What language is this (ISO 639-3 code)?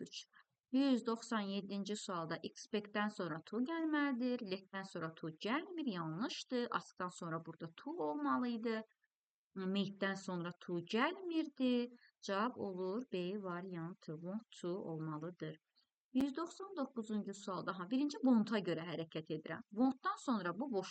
aze